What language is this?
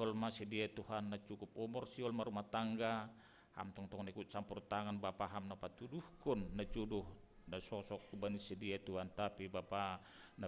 Batak Simalungun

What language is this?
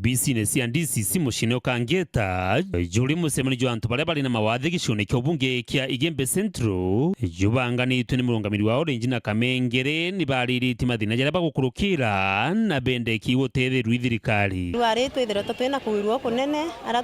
Meru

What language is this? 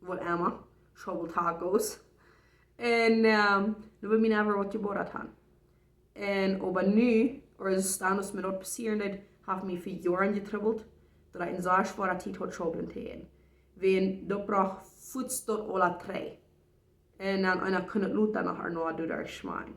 Plautdietsch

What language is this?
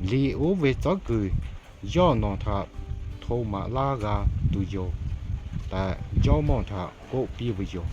Lahu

